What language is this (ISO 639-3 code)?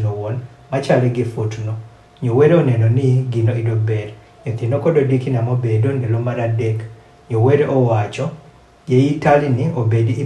adh